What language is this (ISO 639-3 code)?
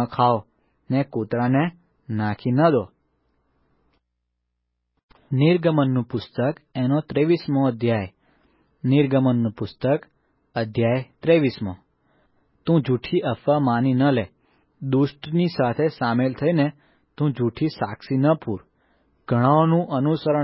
guj